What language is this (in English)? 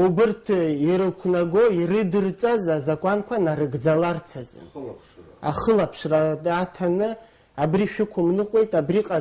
Abkhazian